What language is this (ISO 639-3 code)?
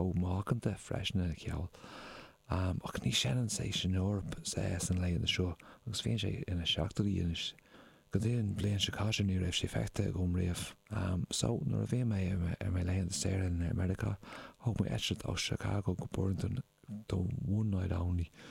gle